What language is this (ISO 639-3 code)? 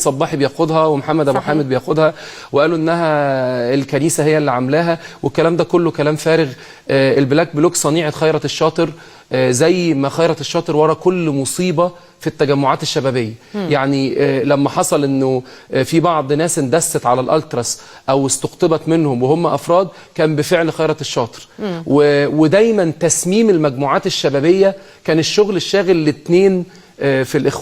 arz